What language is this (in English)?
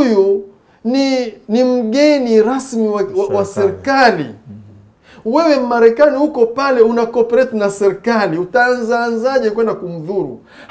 Swahili